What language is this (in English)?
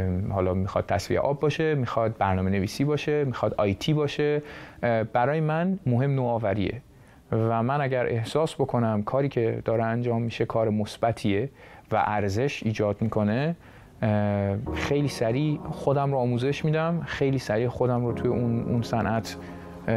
Persian